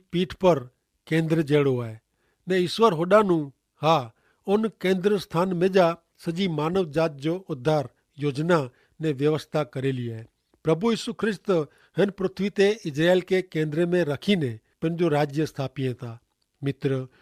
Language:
Kachhi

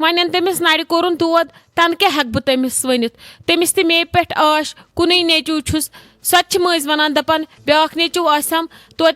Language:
Kashmiri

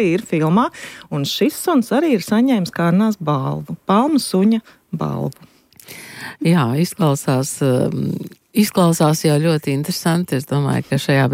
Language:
Latvian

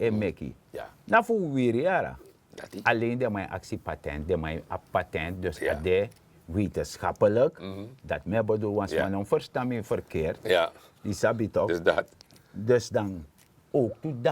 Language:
Sranan Tongo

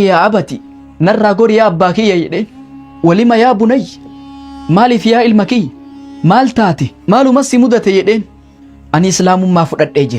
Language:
Oromo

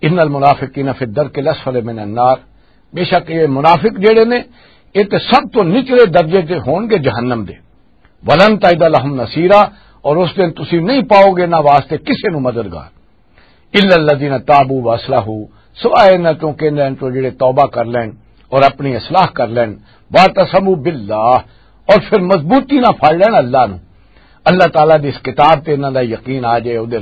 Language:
Western Panjabi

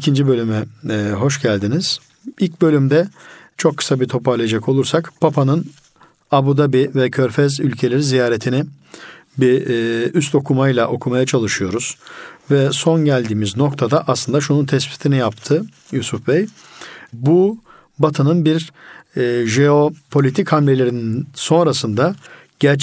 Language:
Turkish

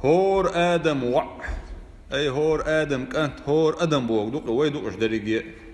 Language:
Chechen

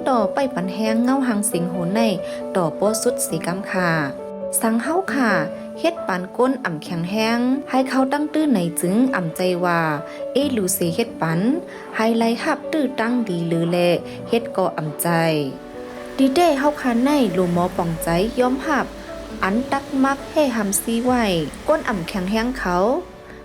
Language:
Shan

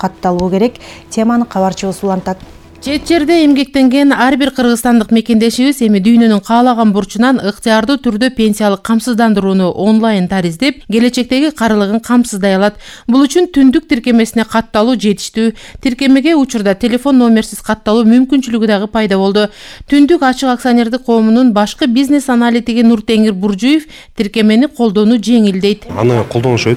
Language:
Kyrgyz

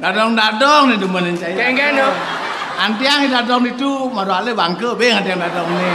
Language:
Balinese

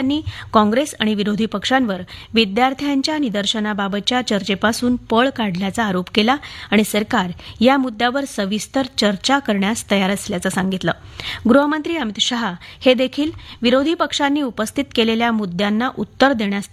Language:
Marathi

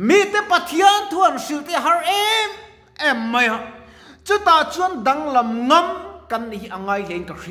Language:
Mizo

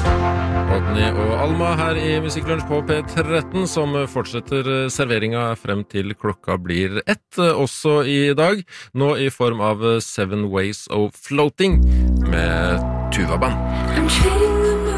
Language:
Norwegian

